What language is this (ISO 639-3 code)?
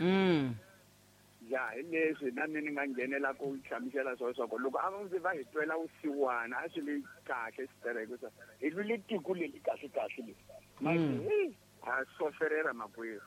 tso